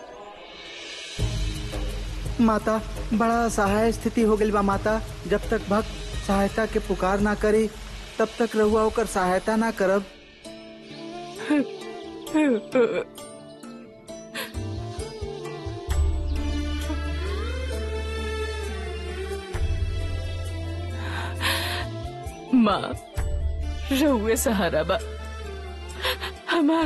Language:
Bhojpuri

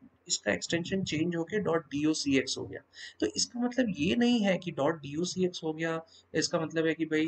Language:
Hindi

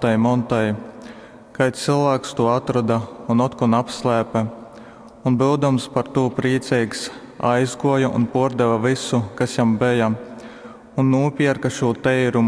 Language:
Latgalian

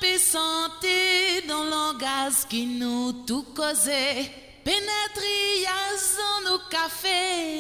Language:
Morisyen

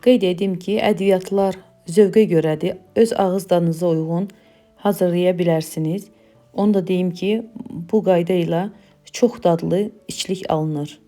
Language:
Azerbaijani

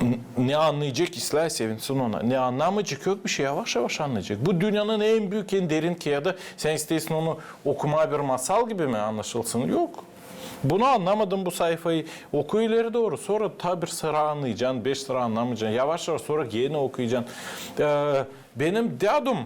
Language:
Gagauz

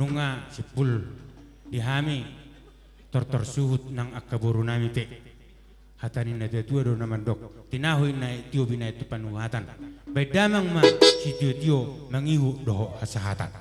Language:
Batak Toba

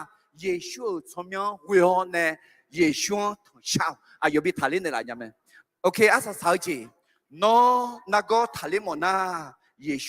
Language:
Akha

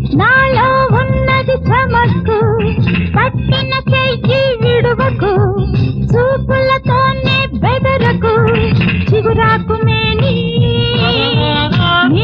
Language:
Telugu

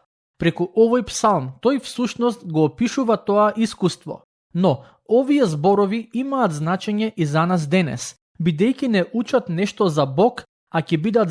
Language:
Macedonian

